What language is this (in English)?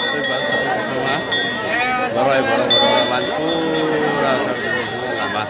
Kok Borok